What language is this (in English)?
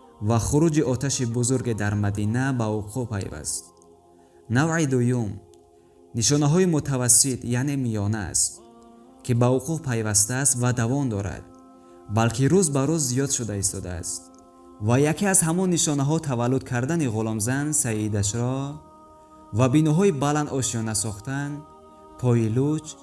Tajik